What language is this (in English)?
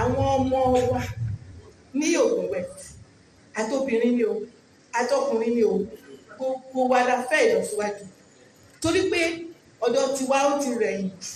Yoruba